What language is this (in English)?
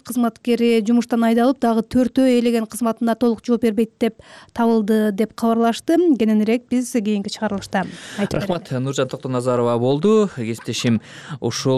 Kyrgyz